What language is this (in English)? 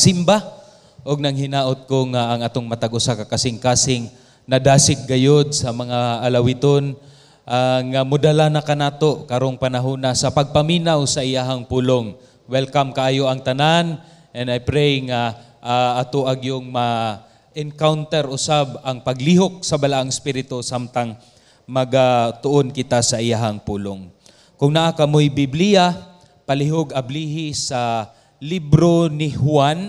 Cebuano